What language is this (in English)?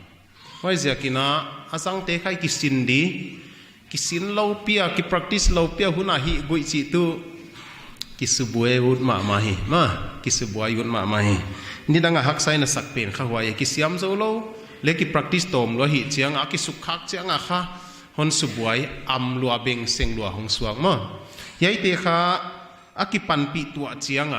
Paite Chin